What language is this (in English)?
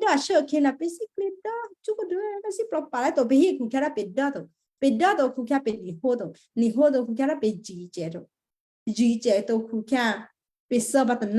Western Kayah